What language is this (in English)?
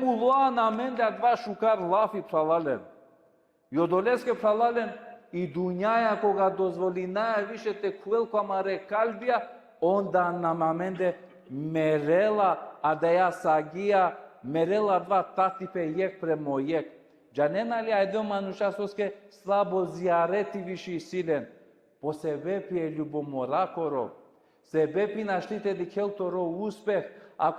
Balkan Romani